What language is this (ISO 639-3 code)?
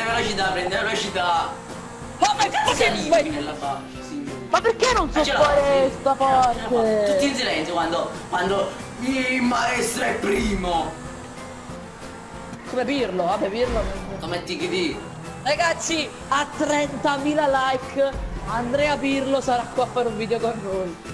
ita